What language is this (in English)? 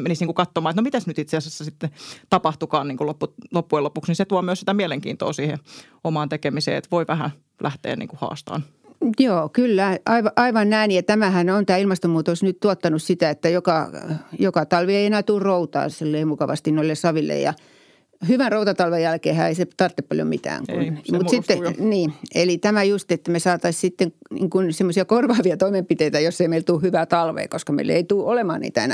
Finnish